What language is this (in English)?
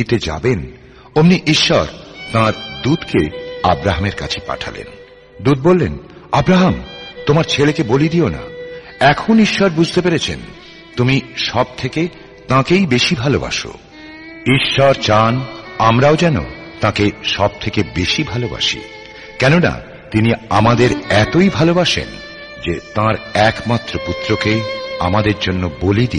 Bangla